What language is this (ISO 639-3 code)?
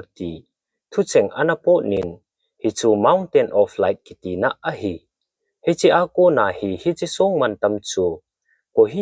tcz